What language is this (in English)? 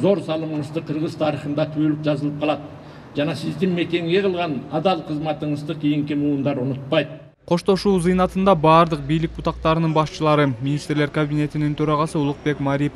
Kyrgyz